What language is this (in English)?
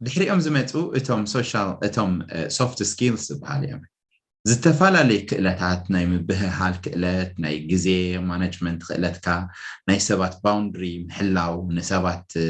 Tigrinya